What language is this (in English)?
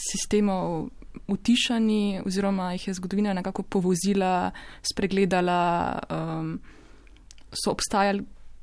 Slovenian